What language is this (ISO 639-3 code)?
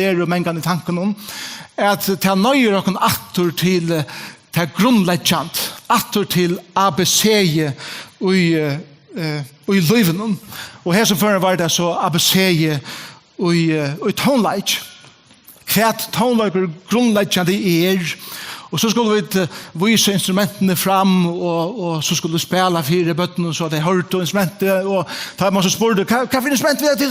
fao